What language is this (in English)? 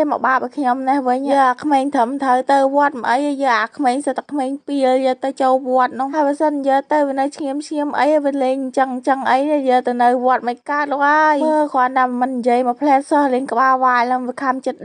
Khmer